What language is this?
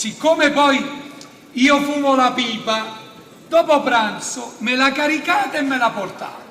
Neapolitan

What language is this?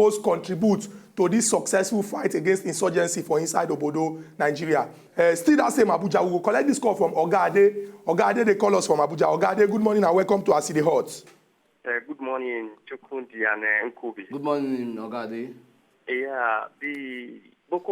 Nigerian Pidgin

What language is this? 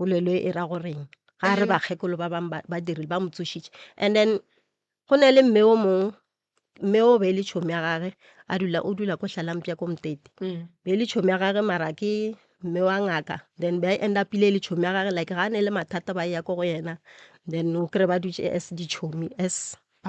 Northern Sotho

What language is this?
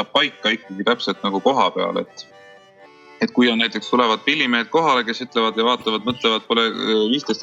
Estonian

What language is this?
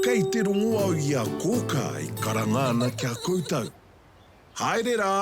Māori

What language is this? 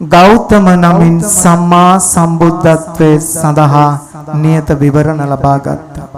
Sinhala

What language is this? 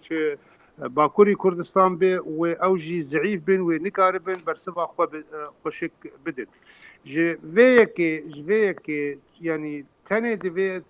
Kurdish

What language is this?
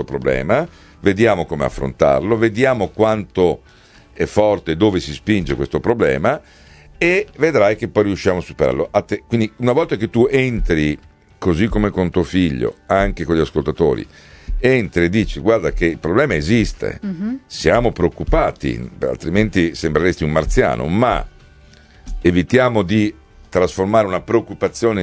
Italian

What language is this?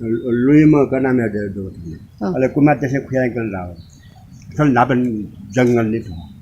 Newari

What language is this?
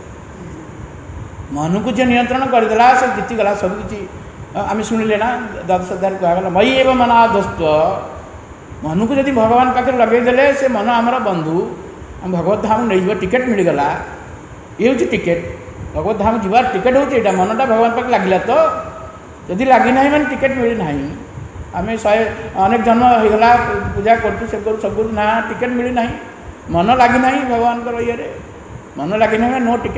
Odia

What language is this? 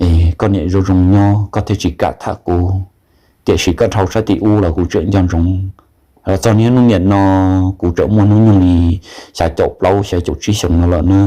Hmong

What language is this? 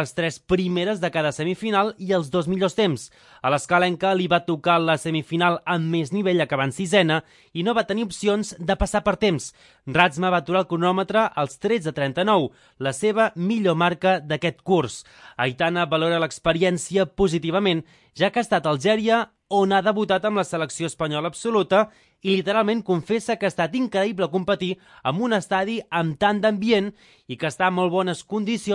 Catalan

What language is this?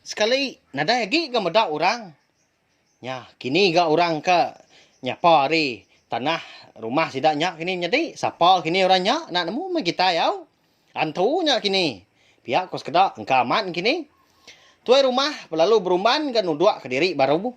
Iban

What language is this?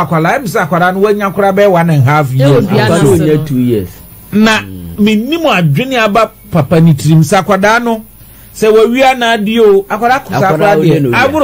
Akan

